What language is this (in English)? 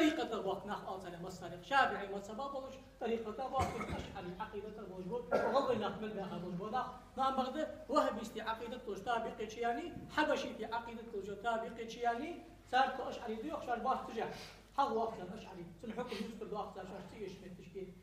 Ingush